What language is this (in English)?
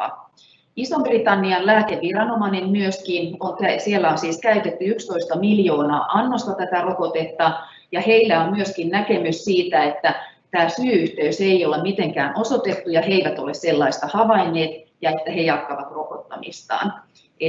Finnish